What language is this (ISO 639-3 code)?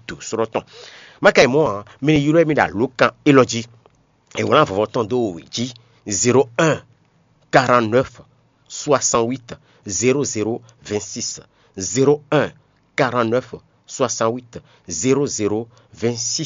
fon